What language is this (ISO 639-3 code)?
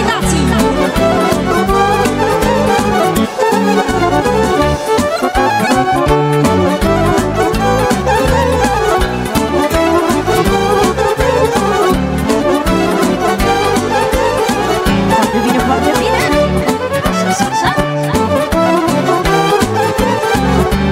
ron